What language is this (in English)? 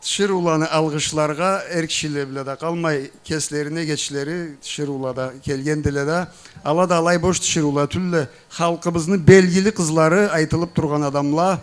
Karachay-Balkar